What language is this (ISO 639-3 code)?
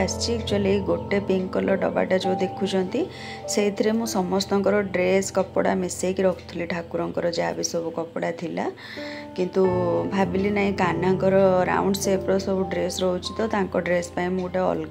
ori